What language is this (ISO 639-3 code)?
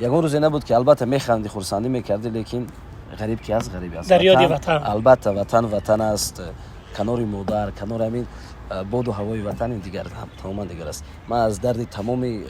tgk